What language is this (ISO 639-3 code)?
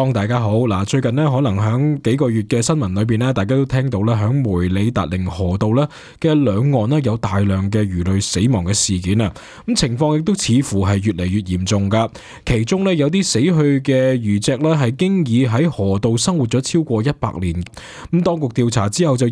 yue